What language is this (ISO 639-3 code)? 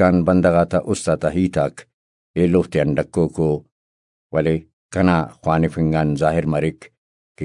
brh